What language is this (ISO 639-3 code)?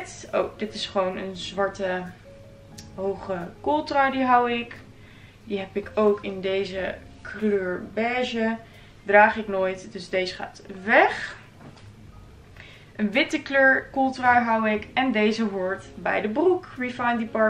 nld